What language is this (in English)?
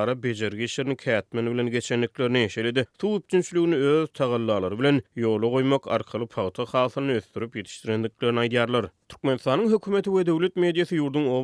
Turkmen